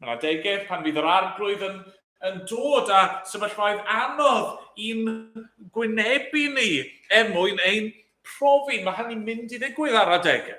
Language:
Welsh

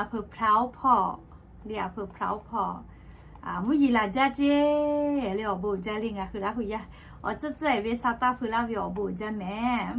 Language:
Lahu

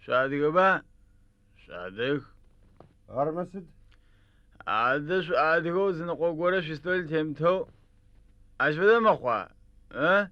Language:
Adyghe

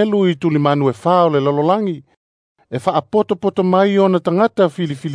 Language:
Samoan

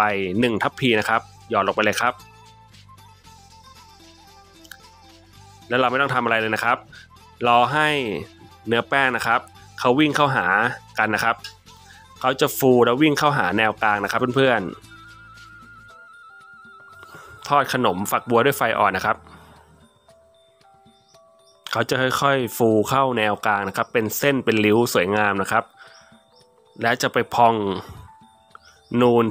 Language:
Thai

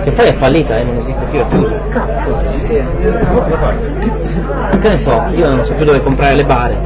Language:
Italian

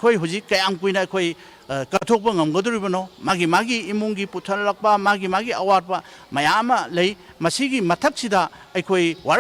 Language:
Manipuri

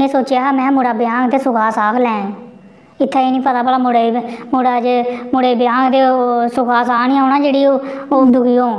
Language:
Dogri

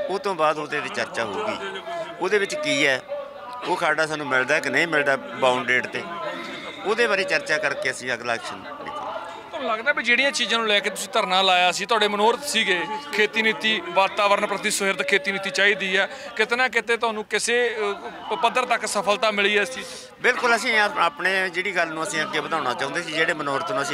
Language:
Punjabi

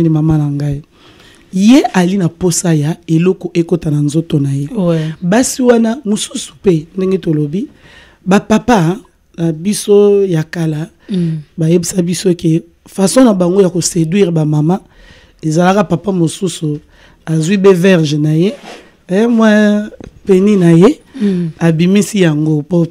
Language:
Lingala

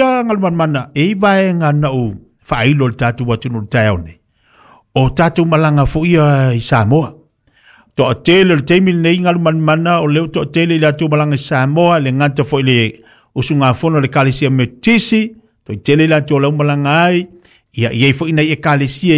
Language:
Samoan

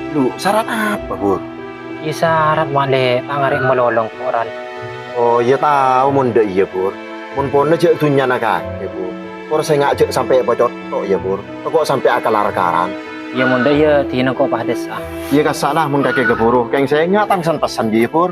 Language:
Madurese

